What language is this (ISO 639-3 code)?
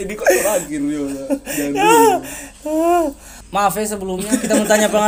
xmm